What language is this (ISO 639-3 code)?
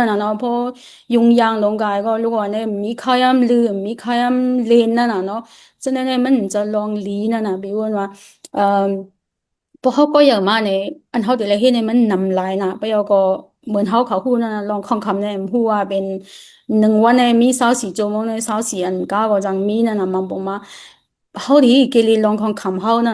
shn